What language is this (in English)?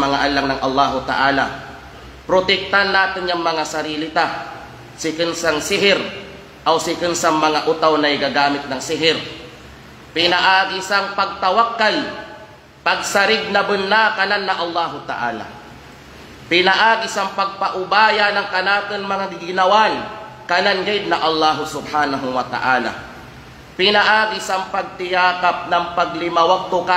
Kalagan